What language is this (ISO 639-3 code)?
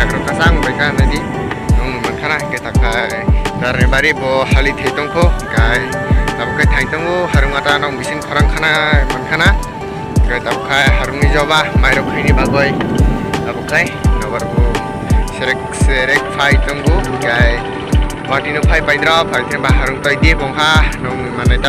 trp